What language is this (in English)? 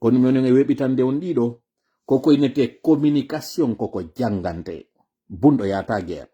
Fula